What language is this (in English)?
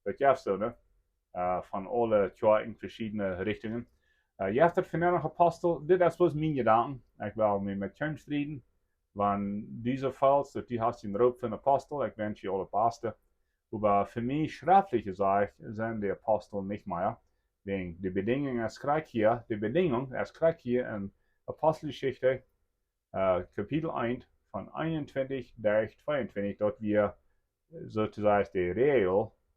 Plautdietsch